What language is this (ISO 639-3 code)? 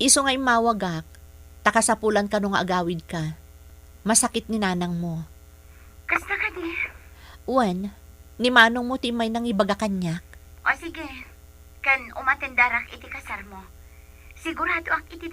ilo